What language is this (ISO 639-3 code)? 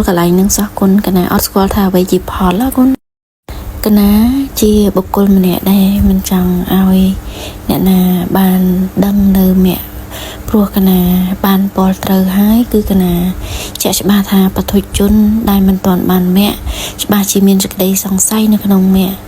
khm